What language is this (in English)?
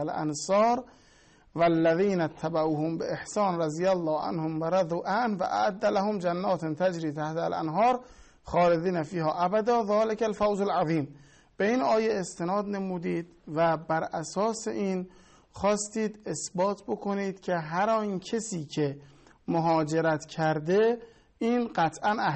Persian